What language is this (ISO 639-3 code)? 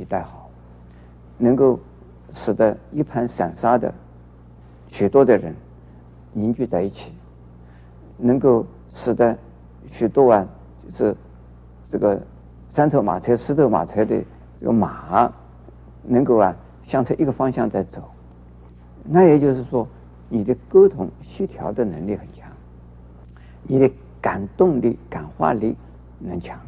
zho